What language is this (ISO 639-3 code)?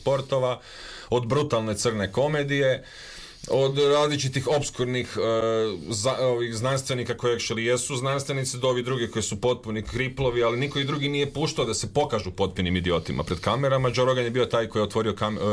hrv